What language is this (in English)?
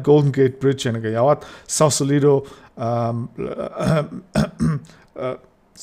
Mongolian